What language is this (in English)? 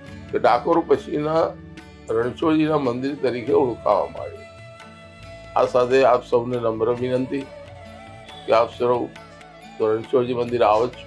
Gujarati